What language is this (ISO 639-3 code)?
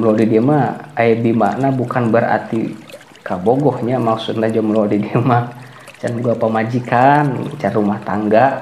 sun